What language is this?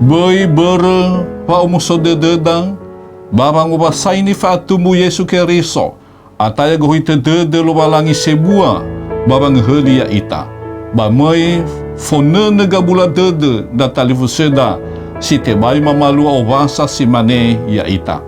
Nias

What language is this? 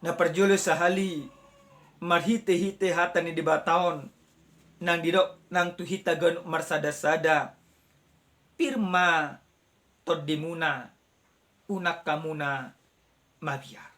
Batak Toba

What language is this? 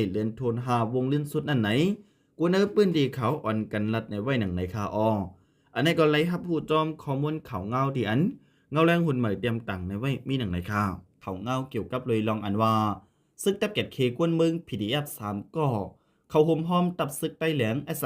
Shan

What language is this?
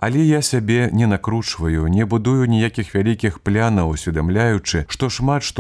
Belarusian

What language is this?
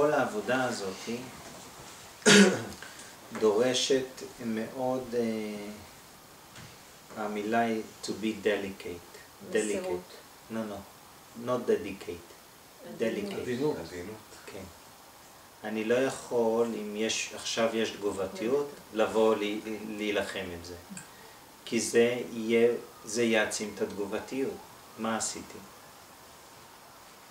Hebrew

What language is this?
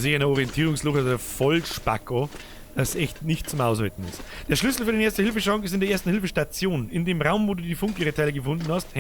Bavarian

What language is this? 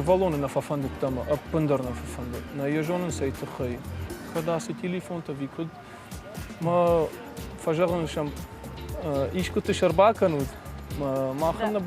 Ossetic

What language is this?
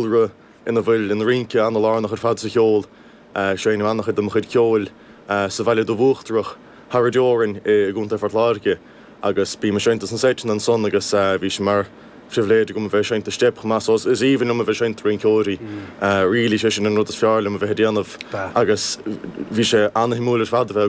Irish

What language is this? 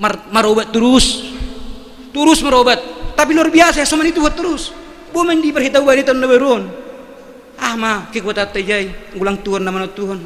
Batak Simalungun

